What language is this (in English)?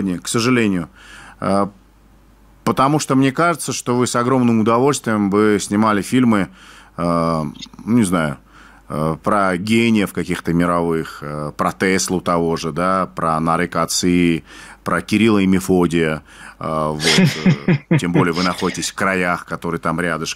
Russian